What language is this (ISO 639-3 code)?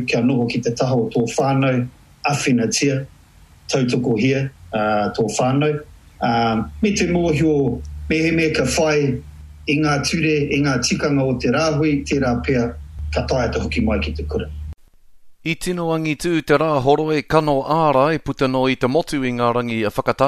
mri